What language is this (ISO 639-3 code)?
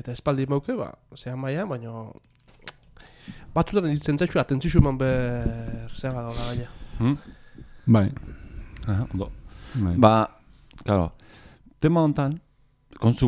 eus